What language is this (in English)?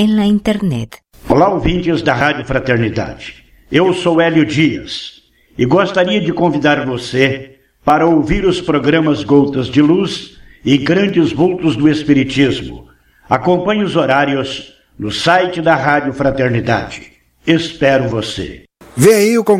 Portuguese